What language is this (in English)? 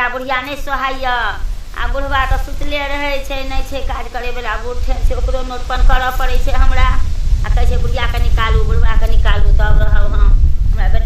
Maithili